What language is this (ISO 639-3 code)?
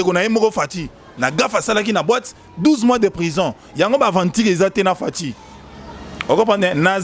lin